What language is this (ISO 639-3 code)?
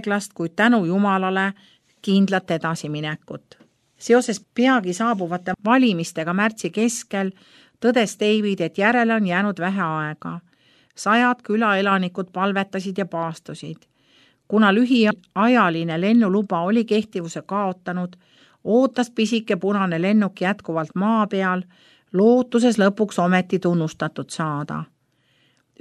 est